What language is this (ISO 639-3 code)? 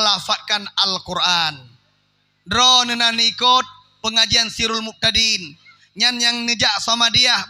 ace